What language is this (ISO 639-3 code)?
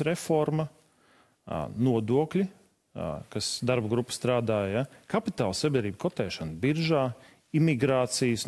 lav